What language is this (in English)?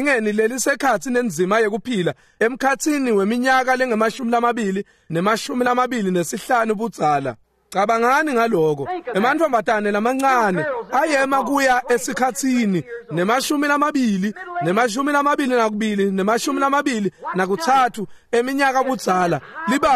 Swati